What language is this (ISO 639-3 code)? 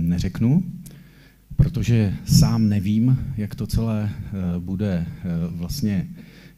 ces